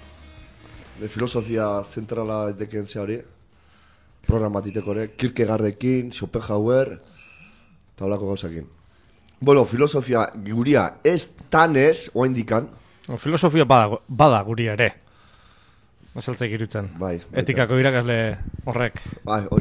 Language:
Basque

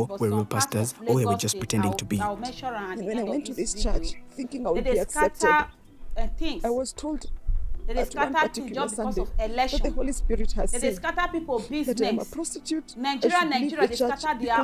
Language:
Nigerian Pidgin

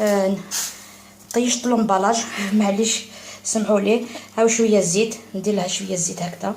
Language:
Algerian Arabic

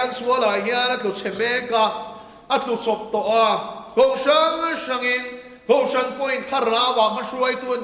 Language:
Mizo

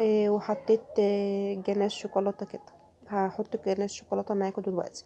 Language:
Egyptian Arabic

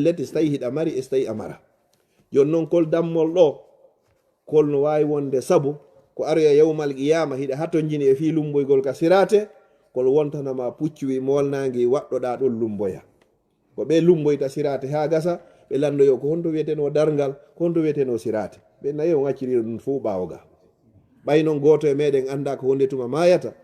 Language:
Fula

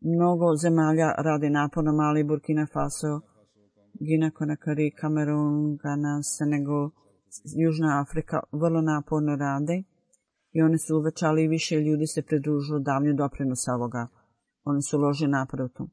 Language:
Bosnian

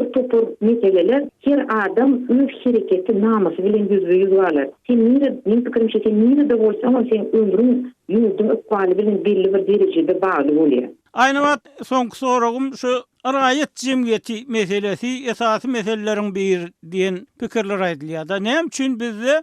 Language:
Turkmen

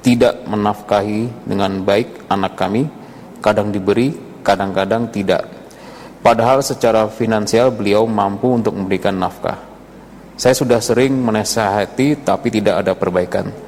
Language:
Indonesian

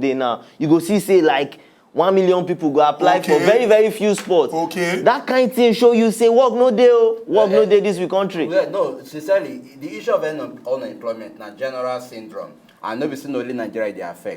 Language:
Nigerian Pidgin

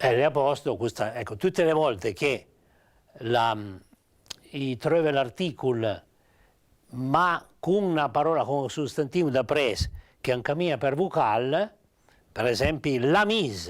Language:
Piedmontese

